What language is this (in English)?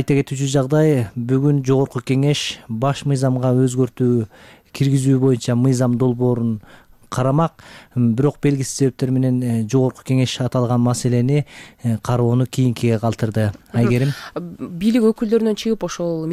Kyrgyz